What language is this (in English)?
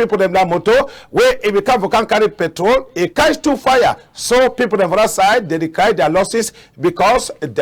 Cameroon Pidgin